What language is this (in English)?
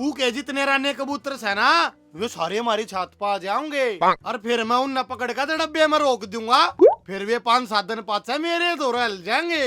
Haryanvi